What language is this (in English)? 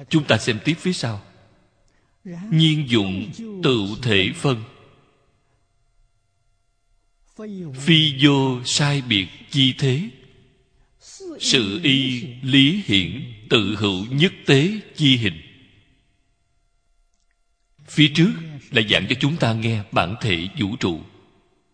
Vietnamese